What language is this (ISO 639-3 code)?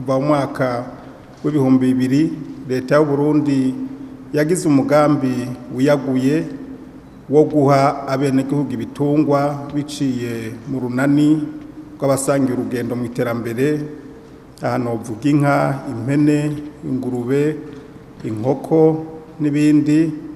run